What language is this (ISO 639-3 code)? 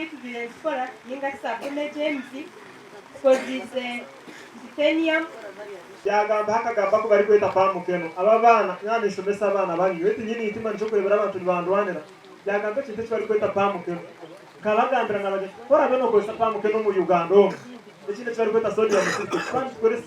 nyn